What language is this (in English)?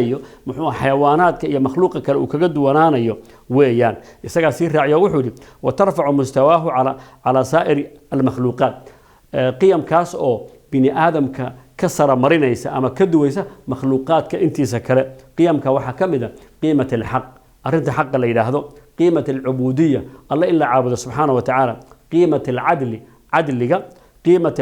Somali